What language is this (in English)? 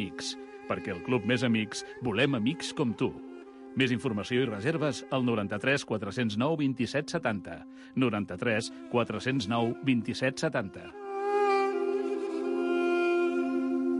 Catalan